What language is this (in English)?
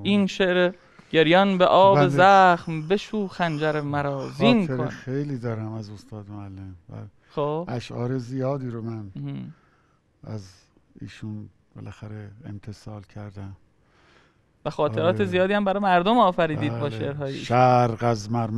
Persian